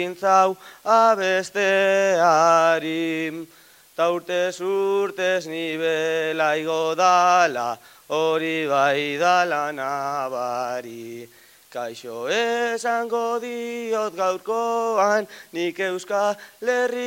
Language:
Basque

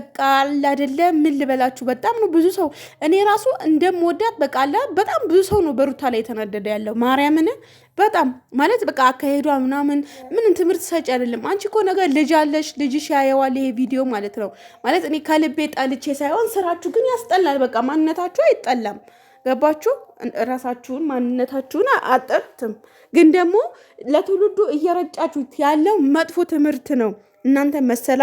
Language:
Amharic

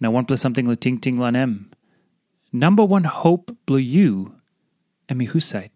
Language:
Tok Pisin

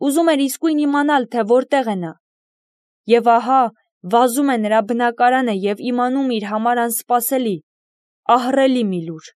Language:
Armenian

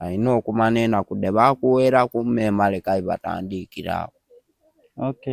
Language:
Soga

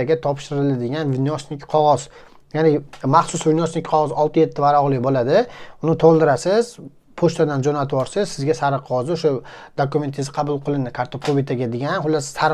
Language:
Uzbek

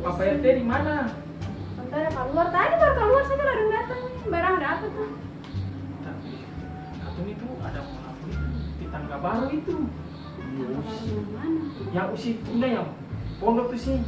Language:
Ambonese Malay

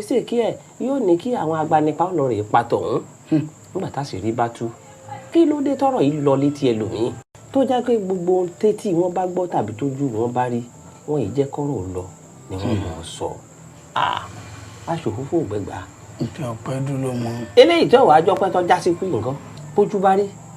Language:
Yoruba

